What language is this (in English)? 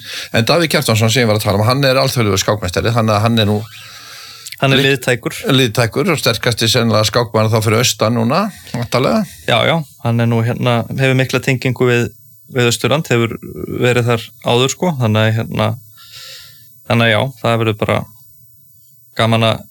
Icelandic